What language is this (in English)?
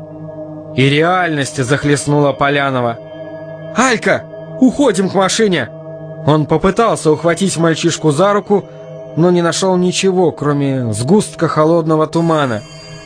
Russian